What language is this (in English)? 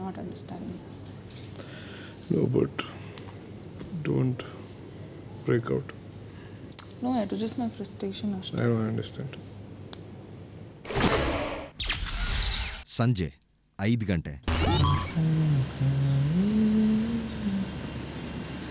Kannada